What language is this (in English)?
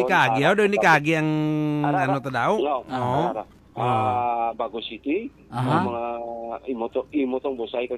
Hiligaynon